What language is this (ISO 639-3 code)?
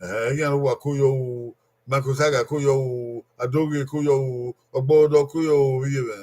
bin